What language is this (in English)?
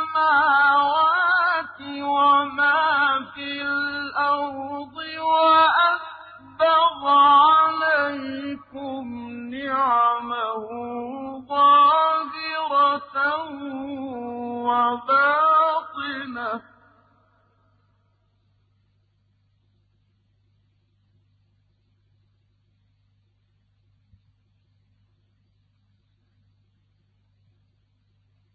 Arabic